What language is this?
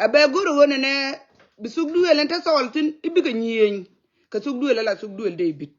Nuer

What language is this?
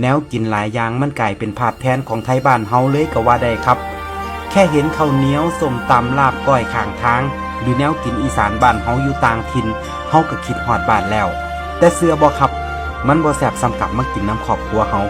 Northeastern Thai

